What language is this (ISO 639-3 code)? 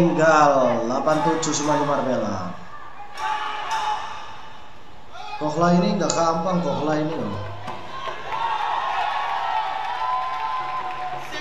ind